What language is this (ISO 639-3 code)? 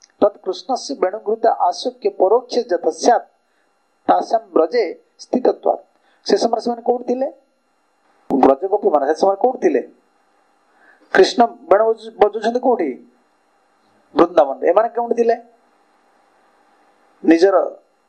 ori